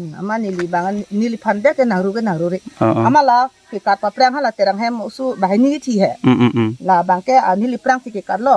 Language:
Karbi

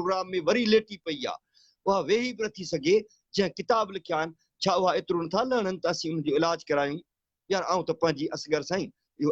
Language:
Sindhi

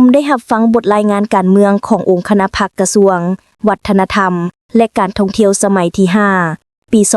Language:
Lao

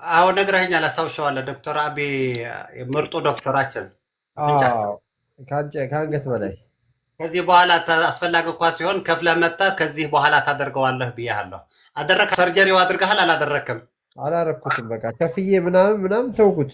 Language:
Amharic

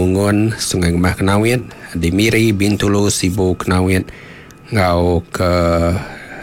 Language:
Iban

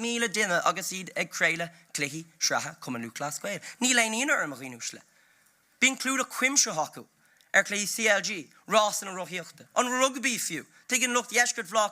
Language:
Irish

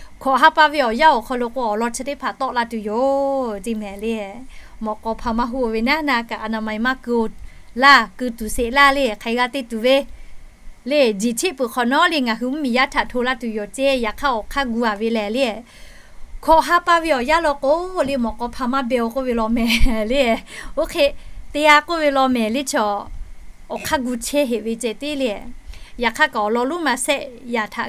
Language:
Lahu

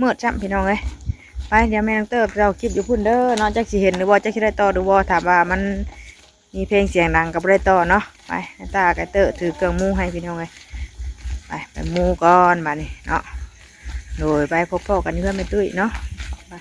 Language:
Northeastern Thai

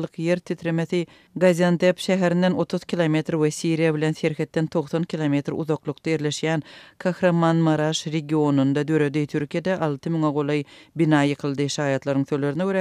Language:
Turkmen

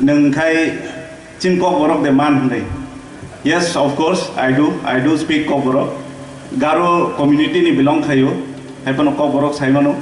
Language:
Kok Borok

